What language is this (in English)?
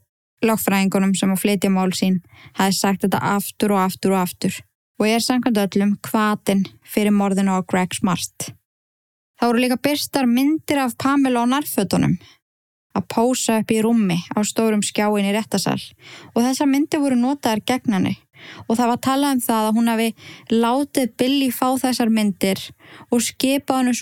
Icelandic